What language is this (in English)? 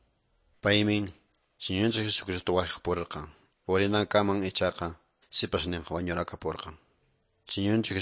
Quechua